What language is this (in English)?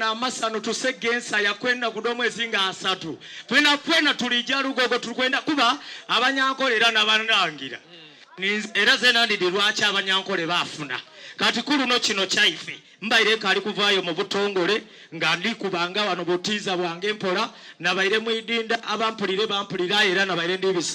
Soga